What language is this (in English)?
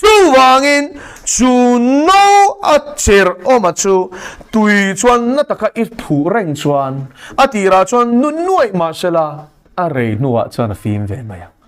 Mizo